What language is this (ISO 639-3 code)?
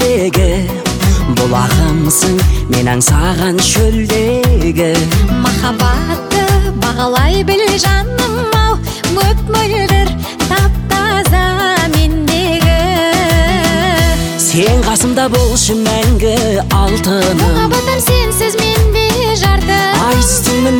kaz